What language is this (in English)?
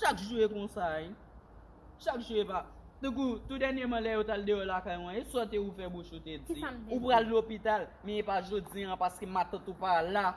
Haitian Creole